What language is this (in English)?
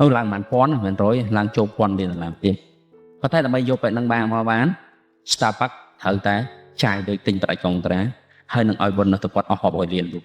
Khmer